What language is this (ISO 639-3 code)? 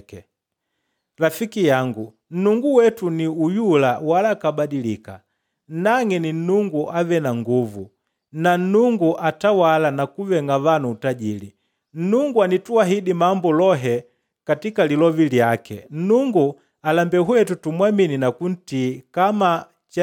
kde